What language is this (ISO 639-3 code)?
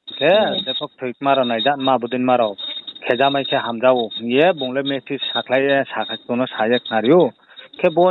ria